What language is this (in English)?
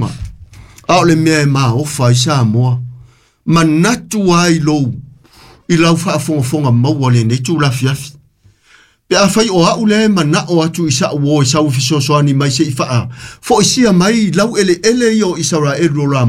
Samoan